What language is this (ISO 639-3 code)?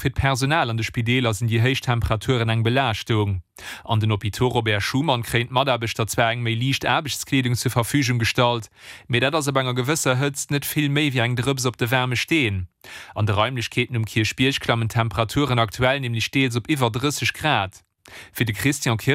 ltz